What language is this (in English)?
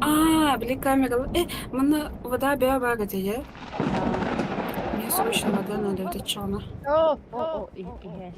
Yakut